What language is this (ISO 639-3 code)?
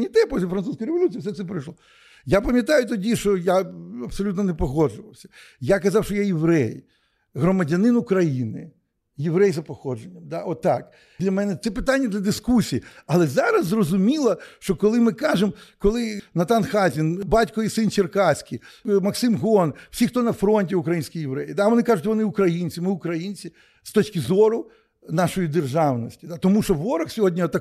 ukr